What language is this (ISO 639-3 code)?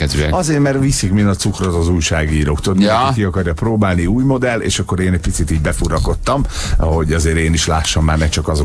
hun